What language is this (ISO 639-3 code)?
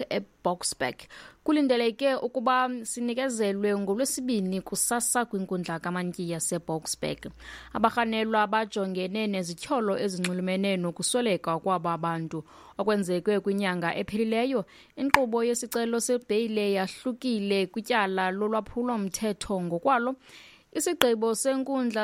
xho